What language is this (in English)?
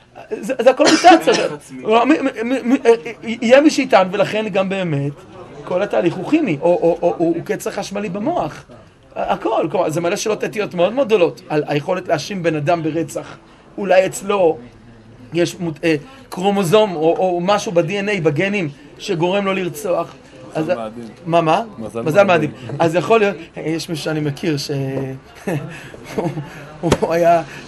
Hebrew